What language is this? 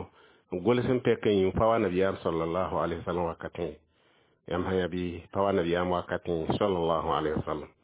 Mossi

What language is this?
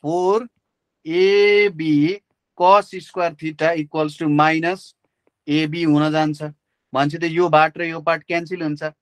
Nepali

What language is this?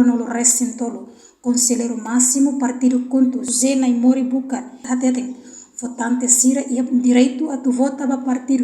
Tetum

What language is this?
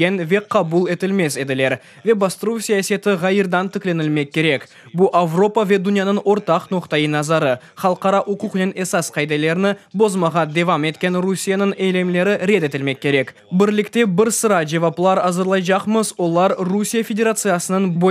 Crimean Tatar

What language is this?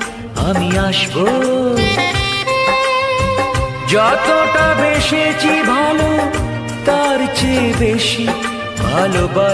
Bangla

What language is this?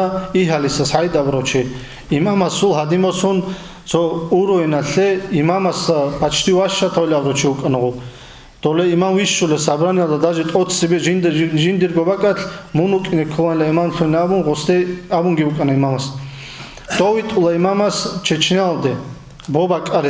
Avaric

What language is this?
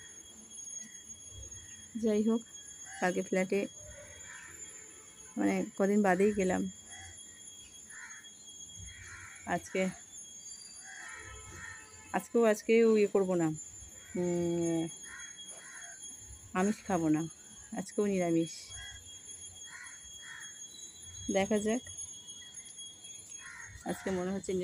Bangla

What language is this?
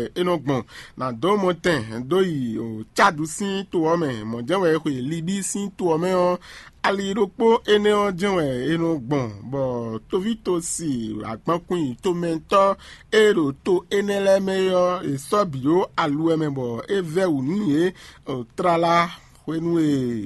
Fon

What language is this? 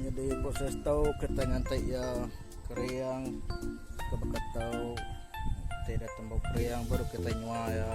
Iban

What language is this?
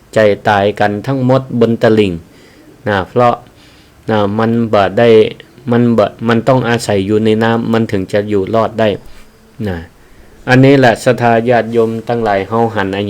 Northern Thai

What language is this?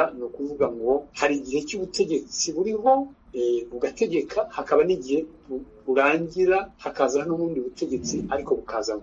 Kinyarwanda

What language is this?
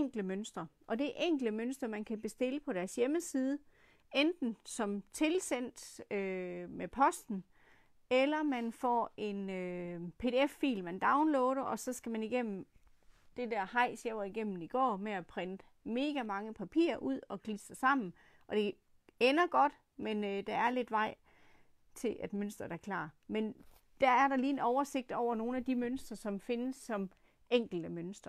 Danish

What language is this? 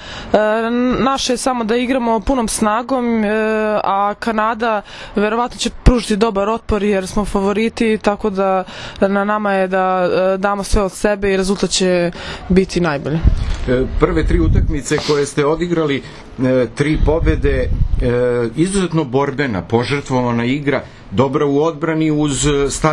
Serbian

